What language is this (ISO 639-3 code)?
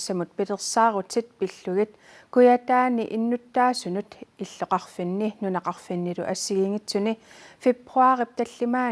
kal